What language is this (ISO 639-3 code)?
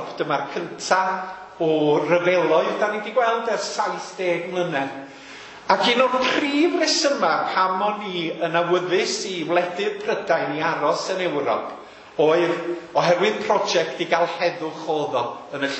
cym